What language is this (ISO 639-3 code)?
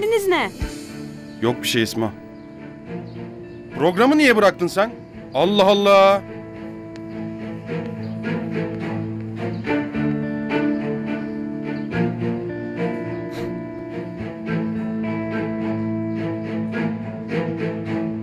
tur